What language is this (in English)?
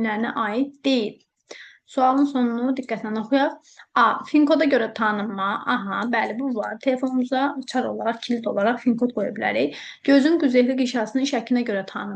Azerbaijani